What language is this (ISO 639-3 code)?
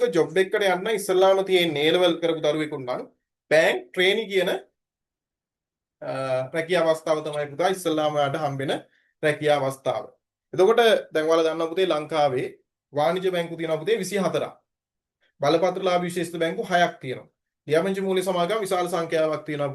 sin